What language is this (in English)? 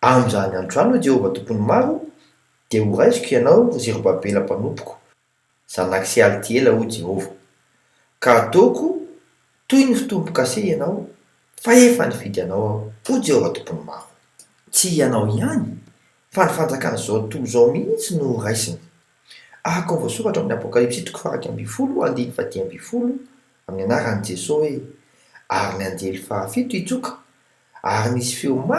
Malagasy